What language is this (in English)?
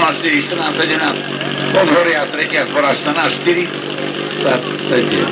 Slovak